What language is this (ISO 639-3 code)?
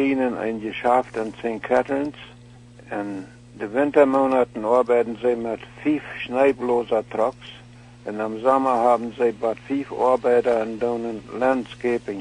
pdt